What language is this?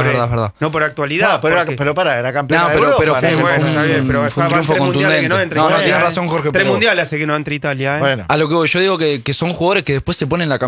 Spanish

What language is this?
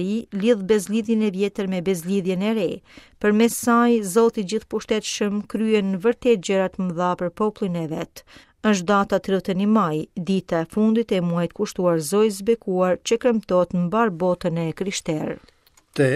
Albanian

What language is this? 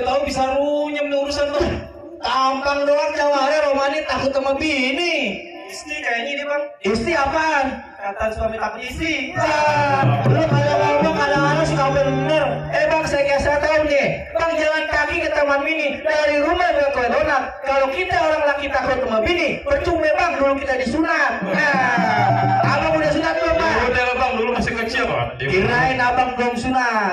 Betawi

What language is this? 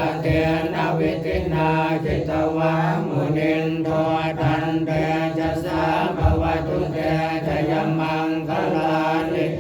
Pali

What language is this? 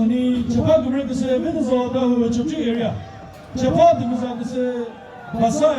Chokri Naga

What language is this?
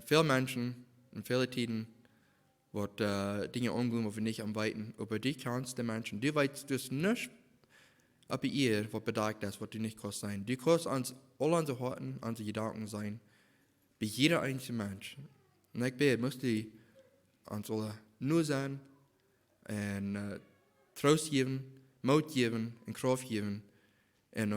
Plautdietsch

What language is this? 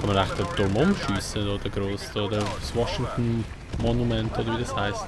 Swiss German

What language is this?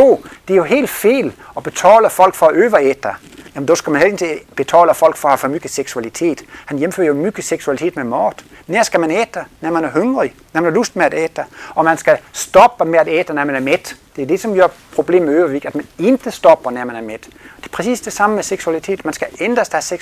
Danish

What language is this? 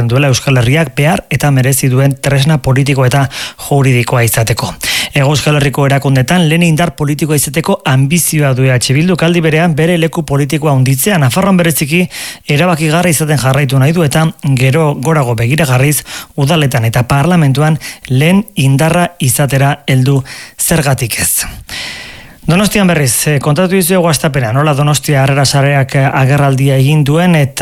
Basque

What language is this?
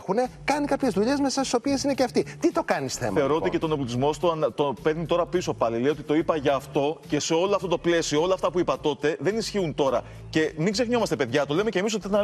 Greek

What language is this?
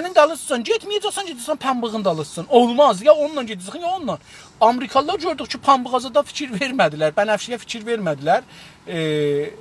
South Azerbaijani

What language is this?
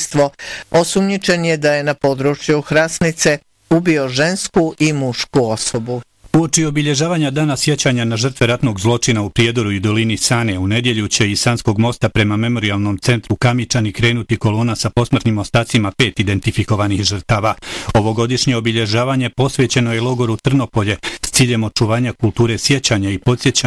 Bosnian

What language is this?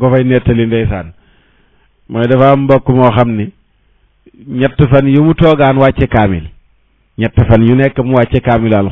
Wolof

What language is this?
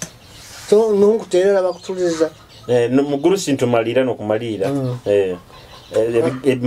Nyoro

